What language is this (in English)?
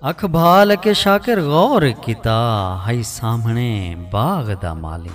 Saraiki